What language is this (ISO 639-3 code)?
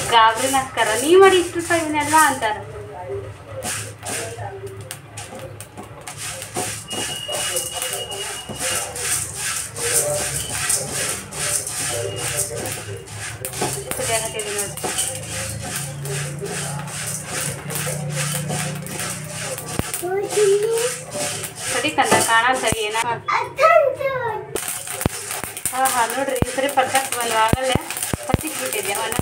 kan